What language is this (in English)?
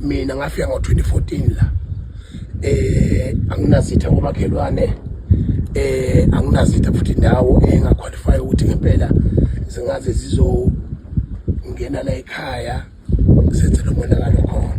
Zulu